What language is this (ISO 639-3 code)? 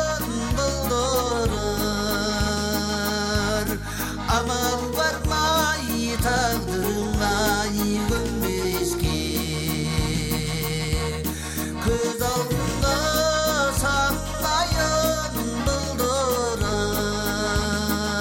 kaz